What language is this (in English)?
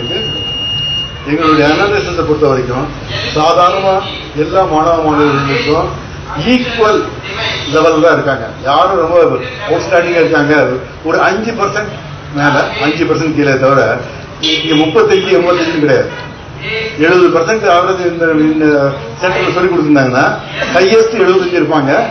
Tamil